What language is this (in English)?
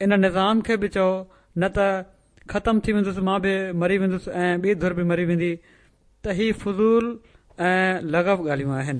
Sindhi